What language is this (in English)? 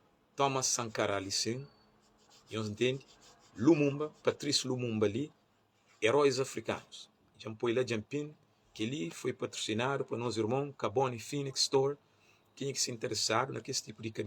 Kabuverdianu